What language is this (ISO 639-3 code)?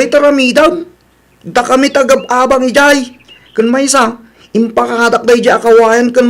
ilo